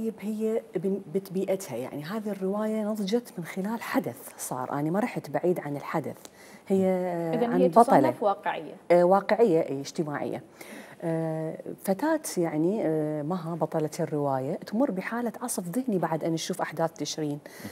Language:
Mesopotamian Arabic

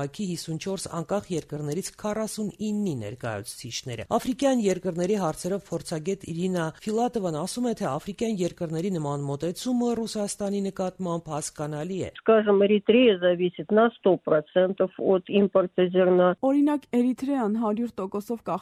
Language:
Armenian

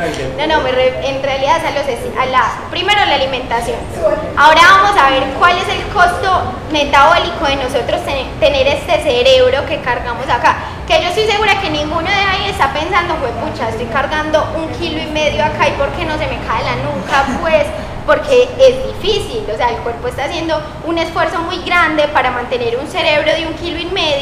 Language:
Spanish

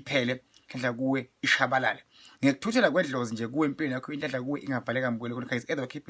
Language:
Zulu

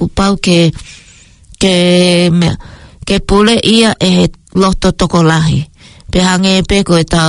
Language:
Tongan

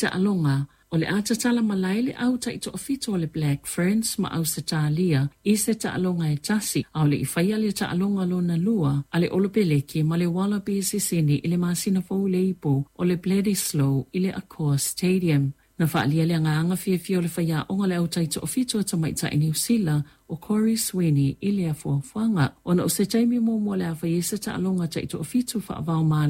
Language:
Samoan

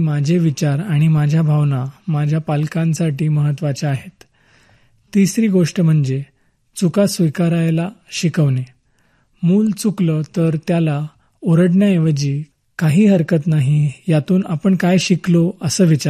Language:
Marathi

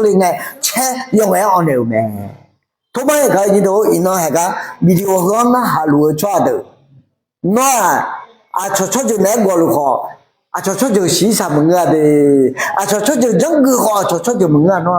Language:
Akha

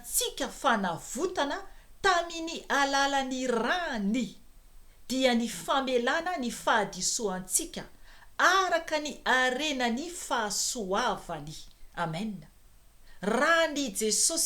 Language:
Malagasy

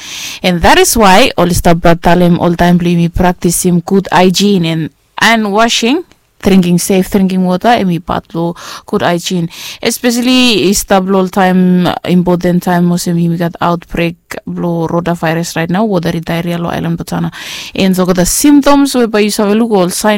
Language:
Bislama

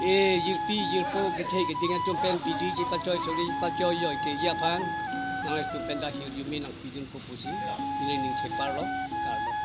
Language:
Karbi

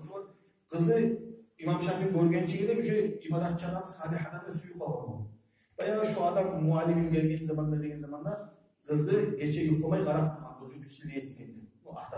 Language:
Kumyk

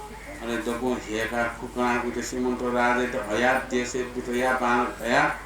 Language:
Newari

